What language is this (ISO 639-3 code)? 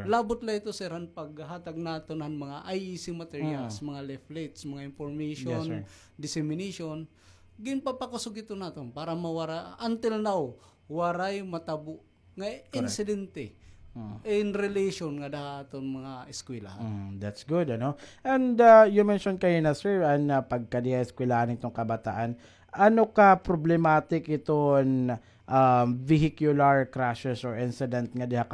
war